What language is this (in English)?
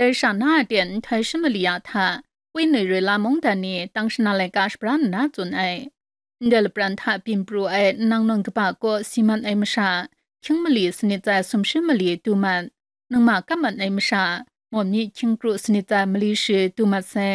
Kachin